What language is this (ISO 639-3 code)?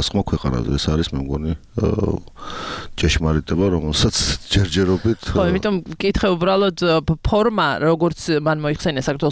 kat